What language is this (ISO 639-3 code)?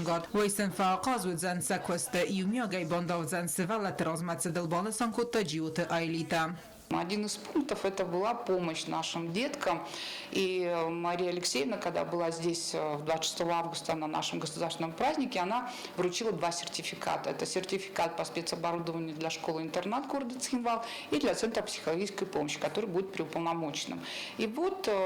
oss